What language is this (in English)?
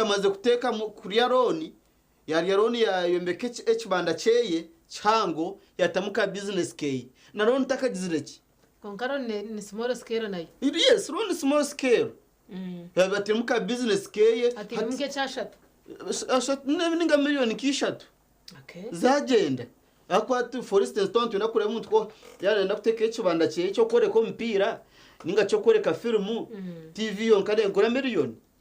Nyankole